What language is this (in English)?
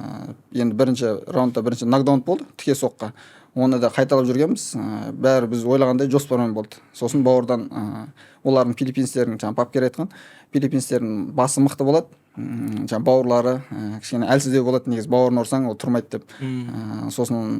Kazakh